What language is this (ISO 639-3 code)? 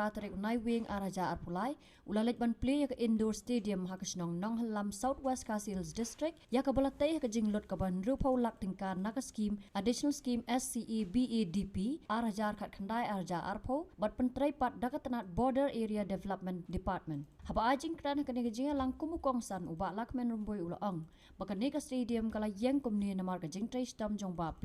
kha